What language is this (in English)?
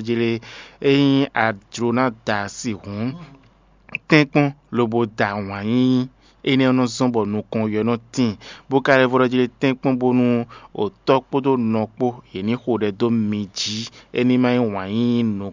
Fon